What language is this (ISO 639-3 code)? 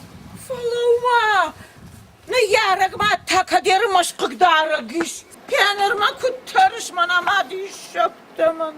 oss